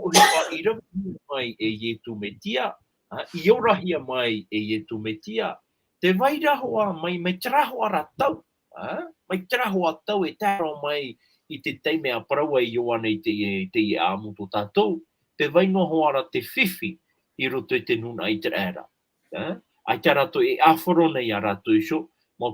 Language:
Tahitian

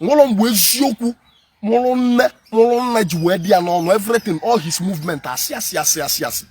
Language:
Igbo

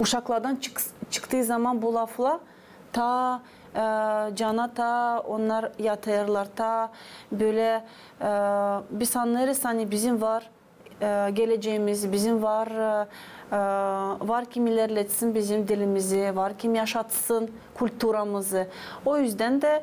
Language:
Gagauz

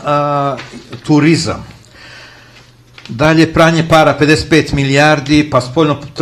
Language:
Serbian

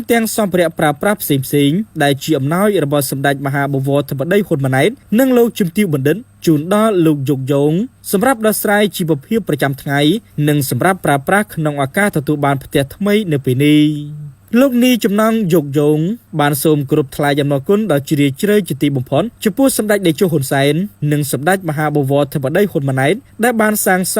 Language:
Khmer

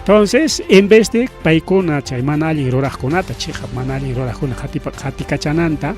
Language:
Ayacucho Quechua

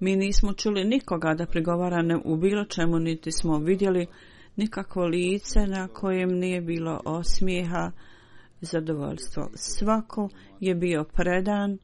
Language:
Bosnian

